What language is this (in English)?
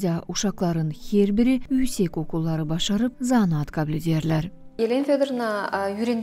Gagauz